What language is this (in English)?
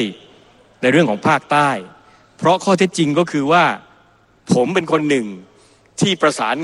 Thai